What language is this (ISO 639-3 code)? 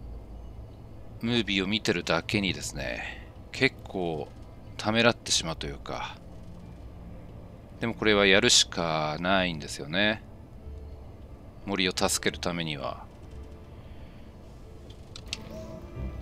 jpn